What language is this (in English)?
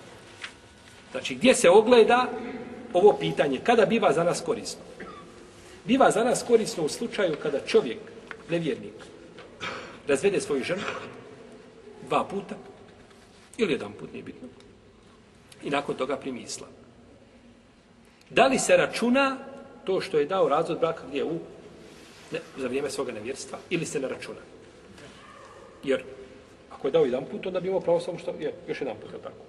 Bosnian